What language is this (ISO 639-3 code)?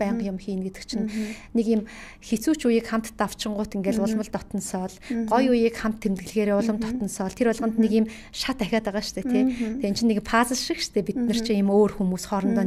mon